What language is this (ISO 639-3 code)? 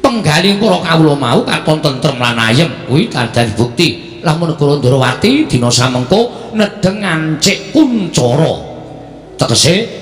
jav